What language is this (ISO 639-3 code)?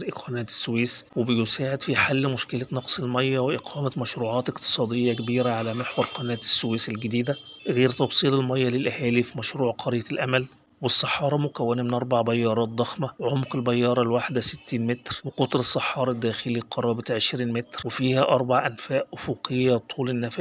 arz